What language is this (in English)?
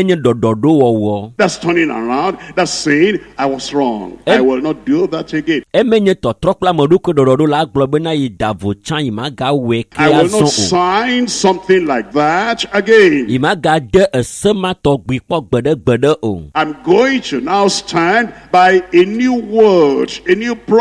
Ewe